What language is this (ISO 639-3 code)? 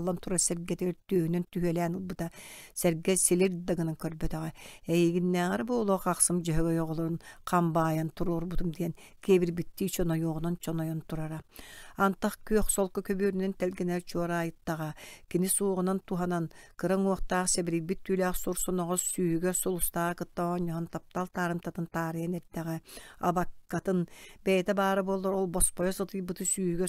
sah